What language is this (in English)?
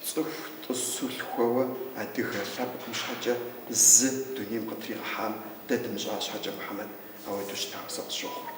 Kabardian